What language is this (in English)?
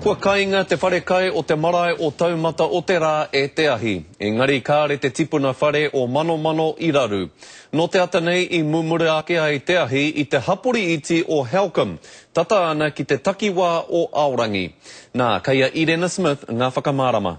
Māori